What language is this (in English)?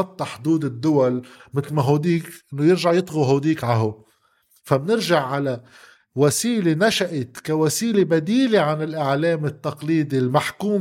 North Levantine Arabic